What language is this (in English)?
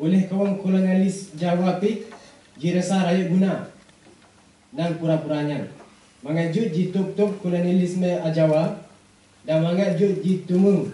Achinese